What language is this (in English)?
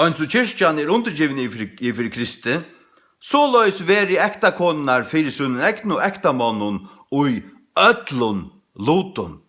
Faroese